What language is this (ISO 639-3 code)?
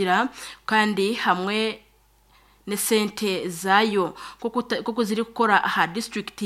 nyn